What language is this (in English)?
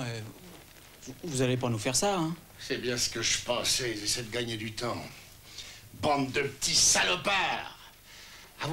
French